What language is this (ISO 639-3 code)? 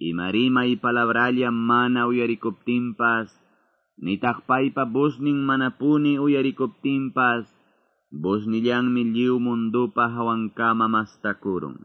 que